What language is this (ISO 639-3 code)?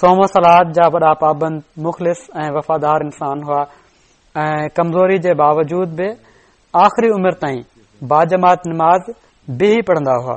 snd